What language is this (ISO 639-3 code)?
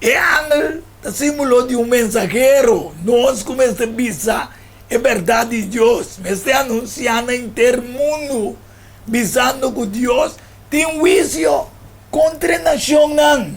pap